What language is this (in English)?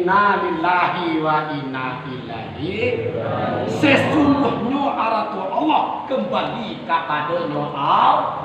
Minangkabau